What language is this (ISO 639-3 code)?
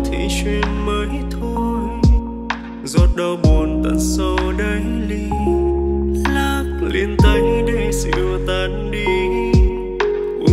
vie